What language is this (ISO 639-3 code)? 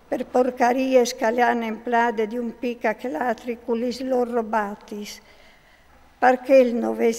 fur